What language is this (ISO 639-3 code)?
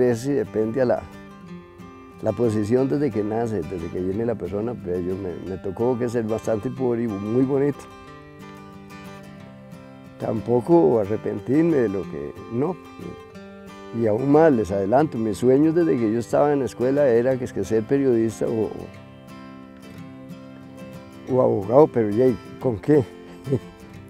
spa